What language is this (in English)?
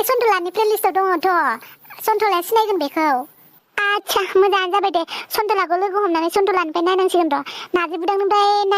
Bodo